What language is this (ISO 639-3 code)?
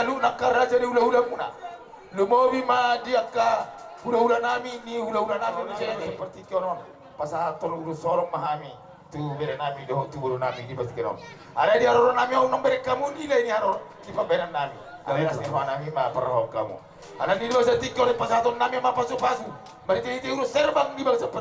bbc